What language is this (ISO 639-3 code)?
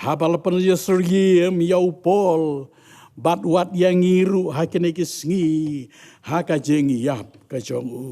kha